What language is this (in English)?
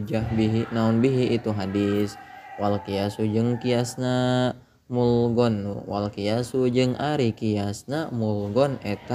Sundanese